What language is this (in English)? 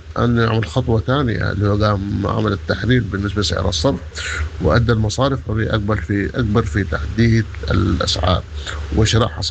Sudanese Arabic